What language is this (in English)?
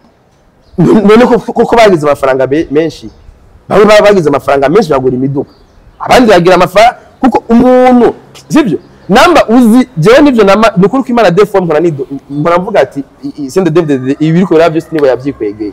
Rundi